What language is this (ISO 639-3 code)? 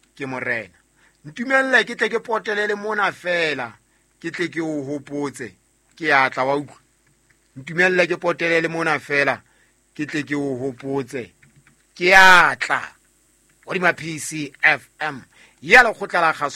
sot